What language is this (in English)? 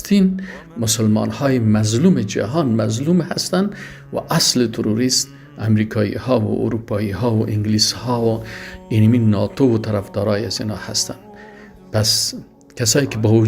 Persian